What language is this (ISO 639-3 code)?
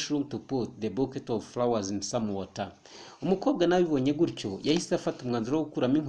kin